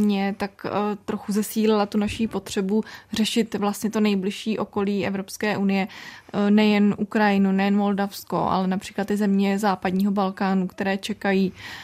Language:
Czech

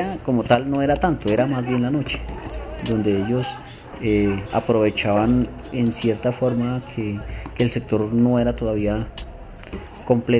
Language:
Spanish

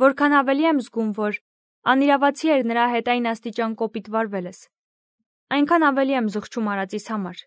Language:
Armenian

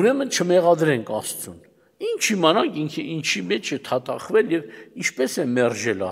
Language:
Armenian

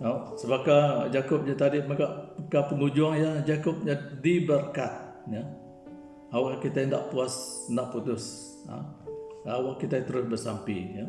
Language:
Iban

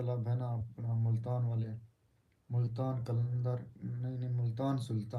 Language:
Saraiki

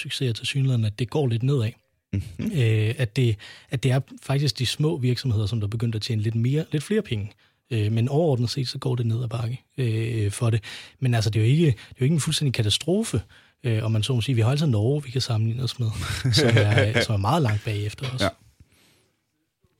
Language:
Danish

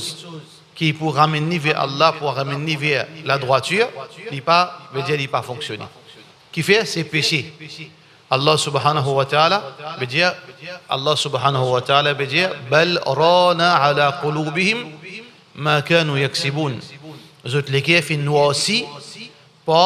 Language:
Morisyen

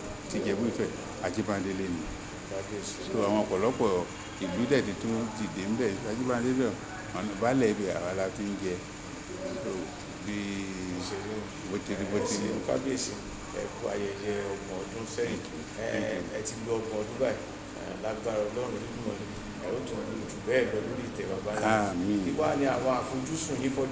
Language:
Yoruba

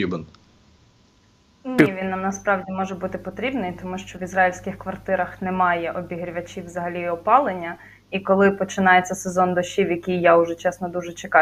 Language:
Ukrainian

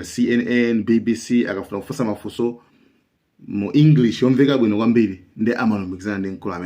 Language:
Nyanja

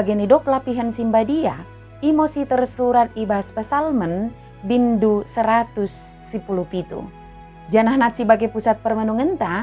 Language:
Batak Dairi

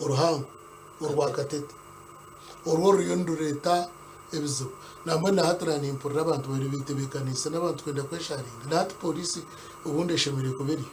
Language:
Nyankole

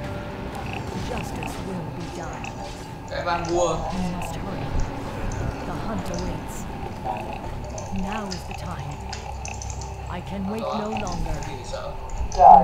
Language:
Vietnamese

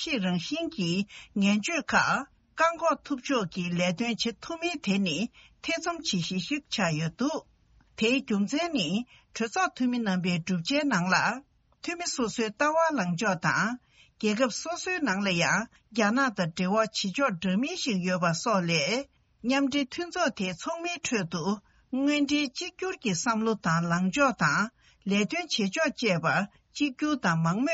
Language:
Tibetan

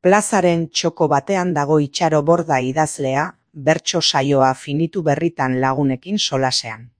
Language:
Basque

